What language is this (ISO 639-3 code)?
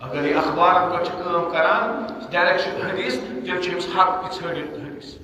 kas